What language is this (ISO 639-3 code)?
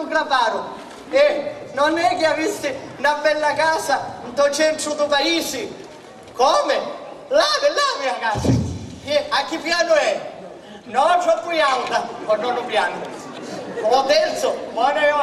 scn